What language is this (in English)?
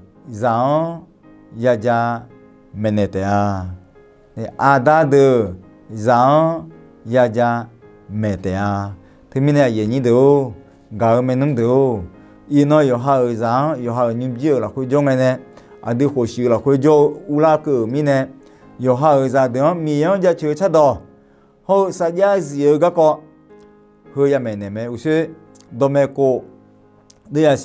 Akha